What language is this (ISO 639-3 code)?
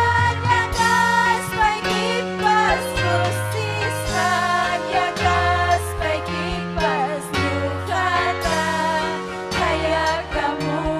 quy